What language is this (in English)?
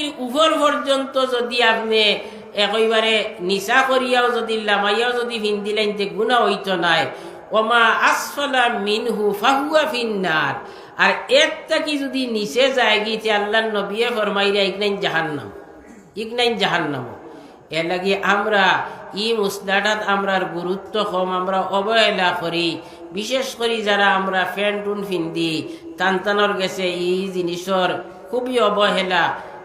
Sylheti